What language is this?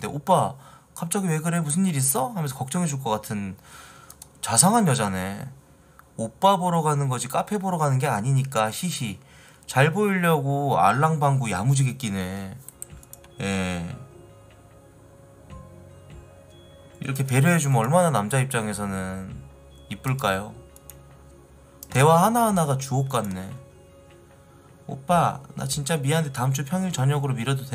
Korean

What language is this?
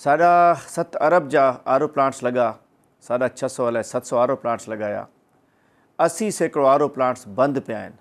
Sindhi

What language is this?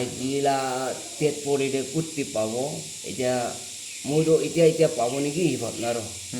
Naga Pidgin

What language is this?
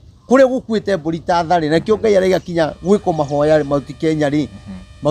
Kikuyu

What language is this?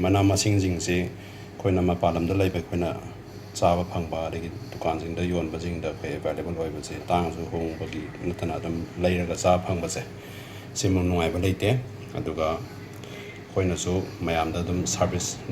Manipuri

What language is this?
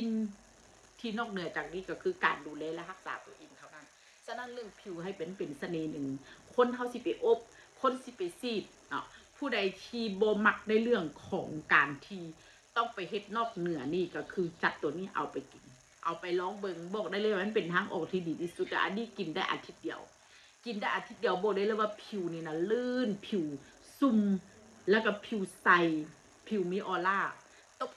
Northeastern Thai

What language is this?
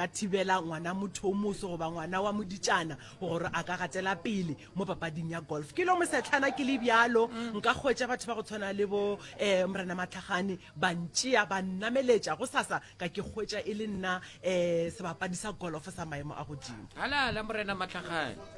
Northern Sotho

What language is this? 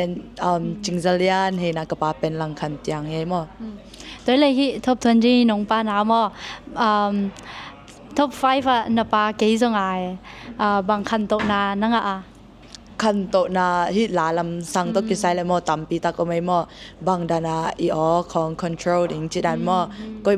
Tedim Chin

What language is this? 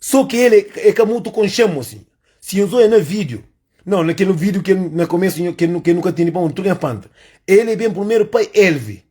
Kabuverdianu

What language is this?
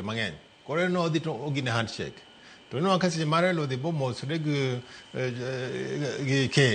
Luo (Kenya and Tanzania)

